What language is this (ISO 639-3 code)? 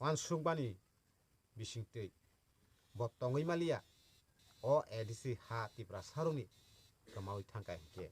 trp